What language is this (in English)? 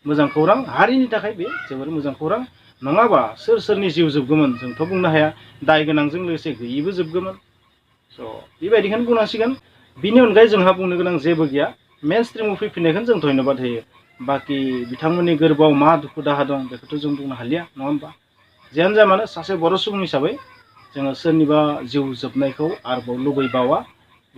Bodo